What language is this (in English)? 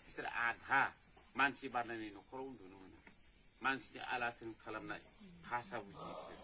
Bodo